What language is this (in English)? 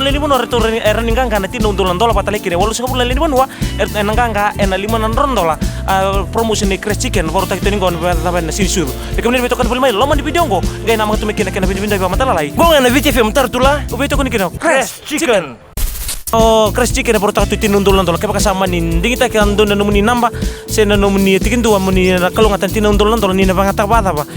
Fijian